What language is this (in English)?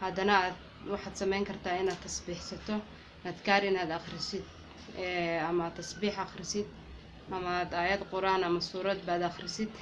Somali